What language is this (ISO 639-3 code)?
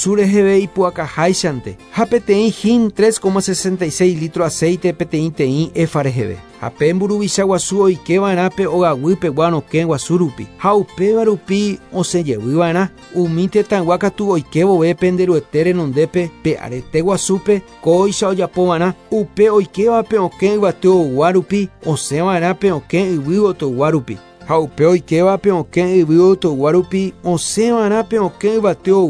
grn